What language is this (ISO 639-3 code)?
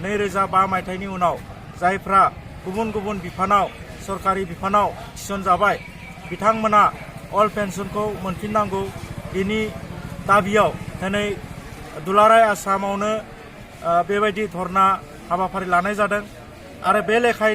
brx